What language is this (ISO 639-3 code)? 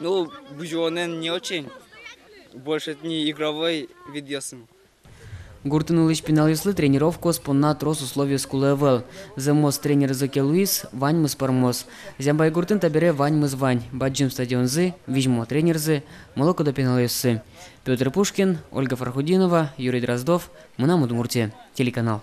udm